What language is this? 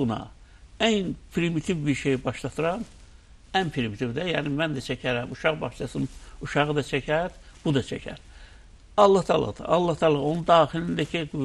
Azerbaijani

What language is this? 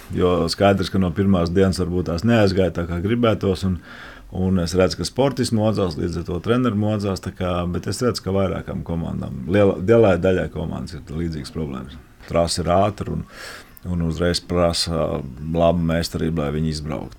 Latvian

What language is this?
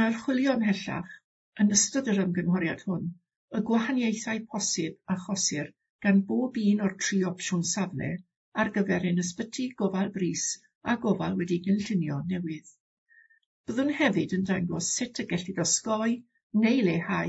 Welsh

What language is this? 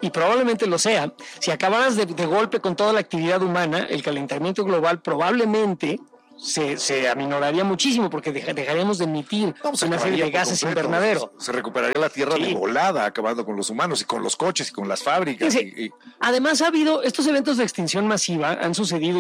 Spanish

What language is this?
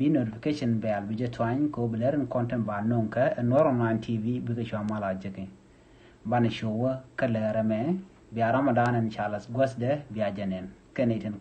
Nuer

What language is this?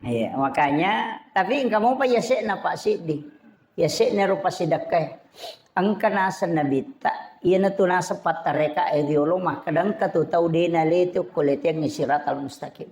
Buginese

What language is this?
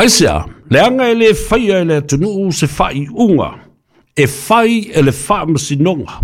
Samoan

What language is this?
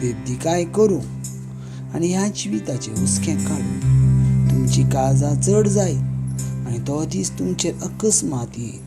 Konkani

